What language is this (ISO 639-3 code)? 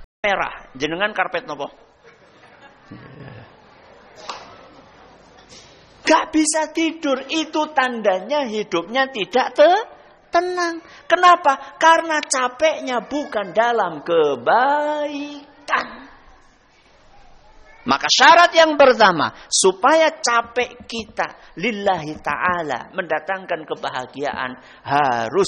ind